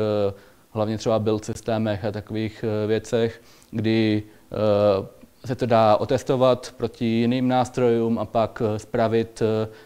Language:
Czech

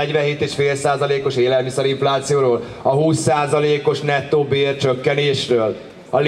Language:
Hungarian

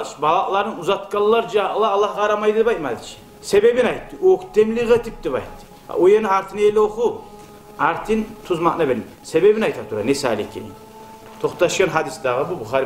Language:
Kumyk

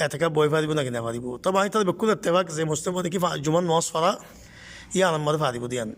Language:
Rohingya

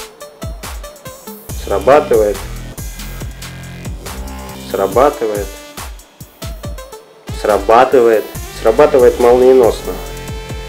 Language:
Russian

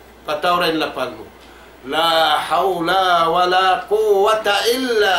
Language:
Tausug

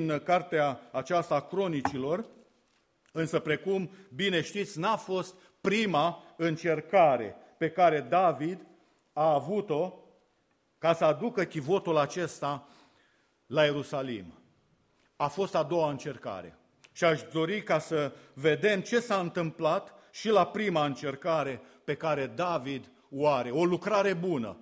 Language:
Romanian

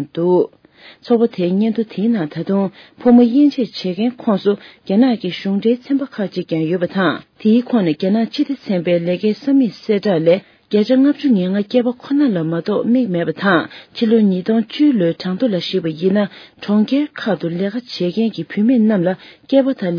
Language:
Tibetan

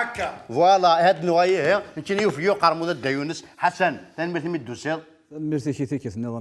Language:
Kabyle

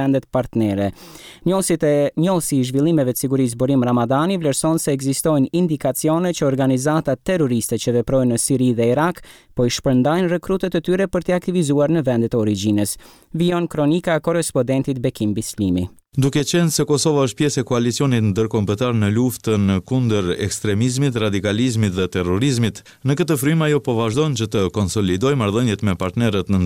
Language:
Albanian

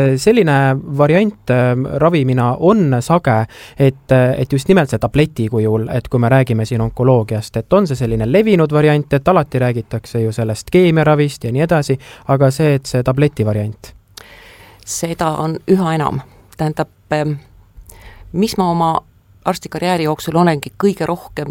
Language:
Estonian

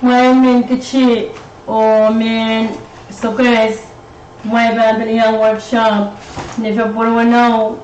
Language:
Pohnpeian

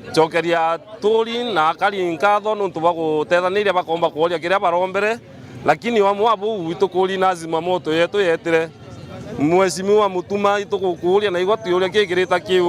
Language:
Meru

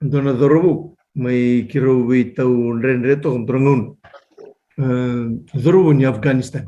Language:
Fijian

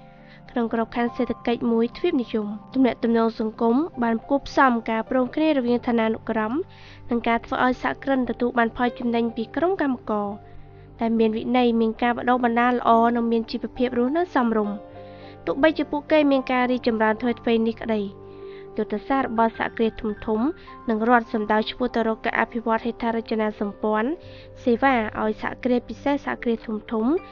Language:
Khmer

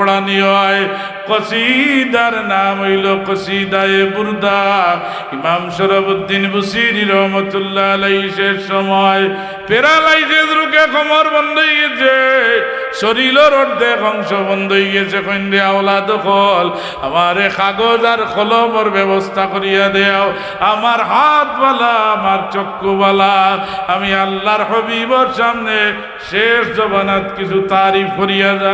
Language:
Sylheti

